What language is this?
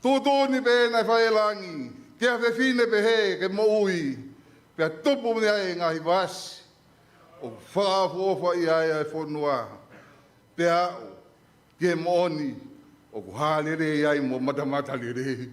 Tongan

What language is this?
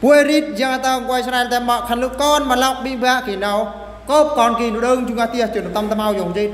Eastern Bru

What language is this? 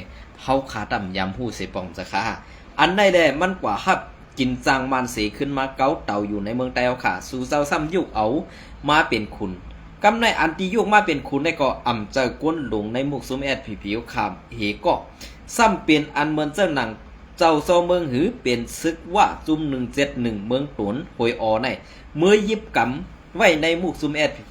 Shan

